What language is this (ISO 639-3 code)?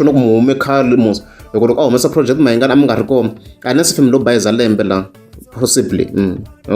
tso